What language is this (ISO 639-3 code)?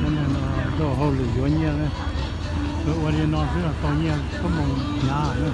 hmn